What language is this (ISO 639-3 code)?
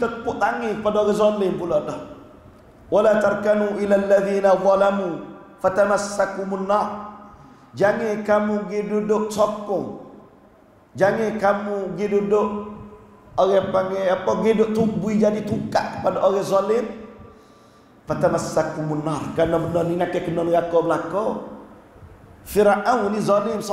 msa